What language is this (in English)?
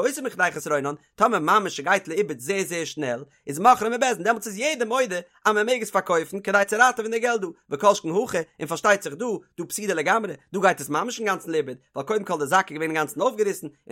Yiddish